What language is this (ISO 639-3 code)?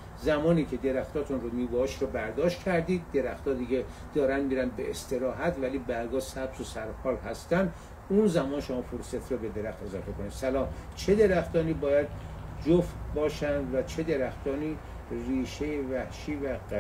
fas